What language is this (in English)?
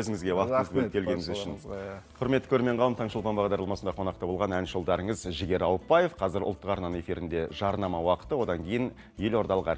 Kazakh